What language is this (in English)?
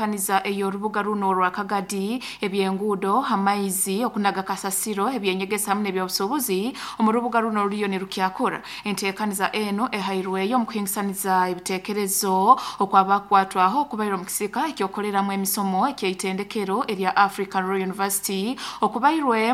Nyankole